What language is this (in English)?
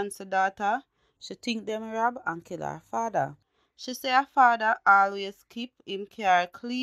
Jamaican Creole English